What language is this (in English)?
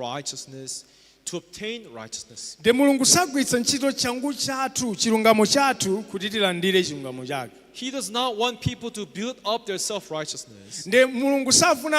Nyanja